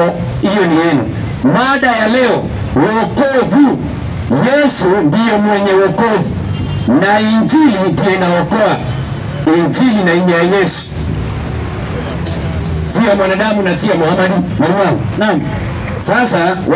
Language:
Swahili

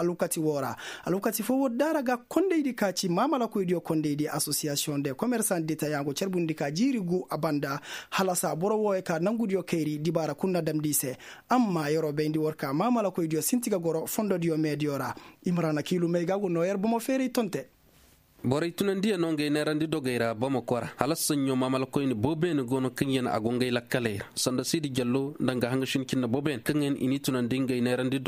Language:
Koyraboro Senni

